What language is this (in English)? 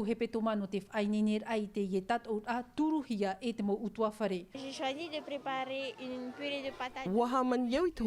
Tahitian